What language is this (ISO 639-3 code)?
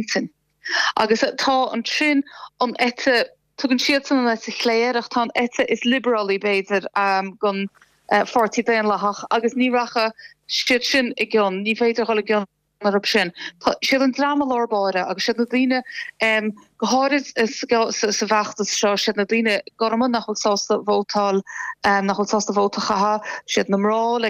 gle